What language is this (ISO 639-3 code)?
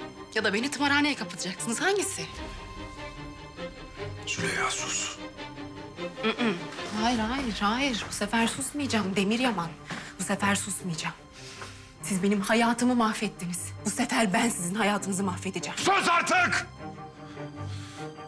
tur